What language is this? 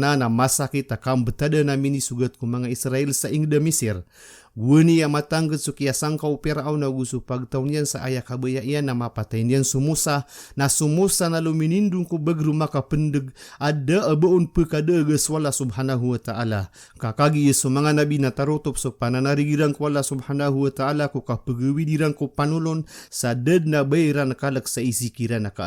Maranao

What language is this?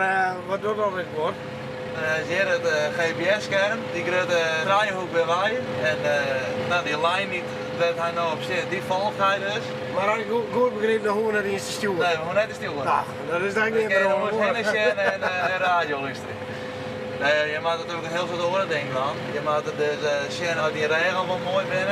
Western Frisian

